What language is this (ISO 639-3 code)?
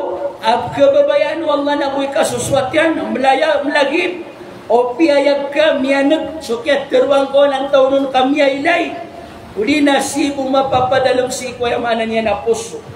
mrw